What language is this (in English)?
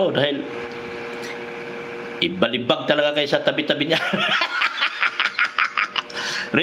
Filipino